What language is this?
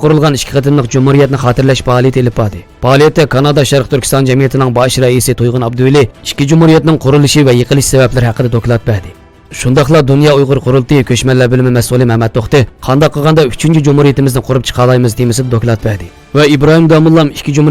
Uyghur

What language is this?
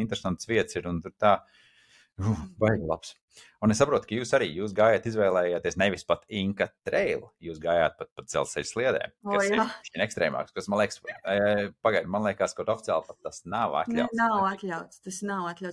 Latvian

